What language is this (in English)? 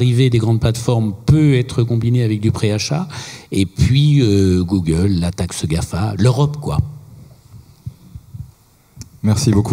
French